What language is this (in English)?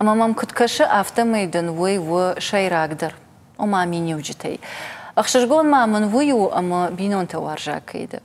Ossetic